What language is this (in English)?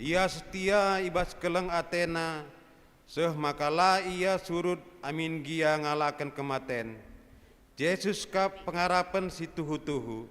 Batak Karo